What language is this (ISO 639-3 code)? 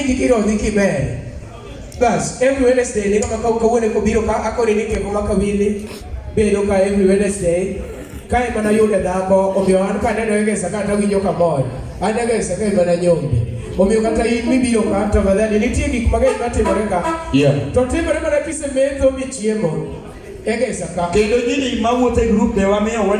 luo